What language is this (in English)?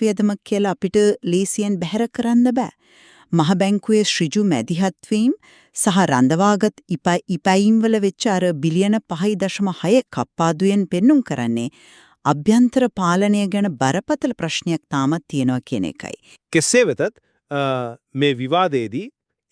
Sinhala